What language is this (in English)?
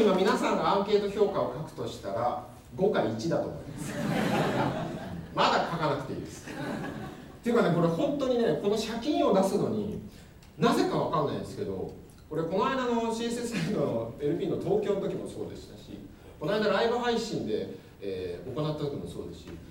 Japanese